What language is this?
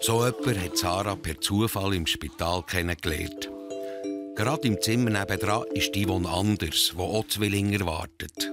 Swiss German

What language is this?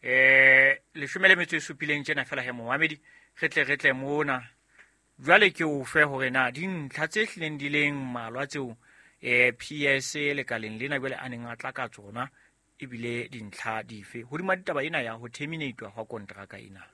Southern Sotho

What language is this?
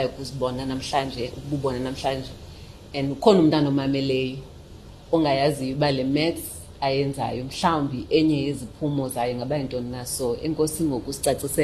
Xhosa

